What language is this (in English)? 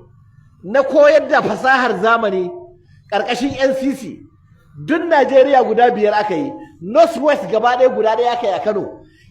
Hausa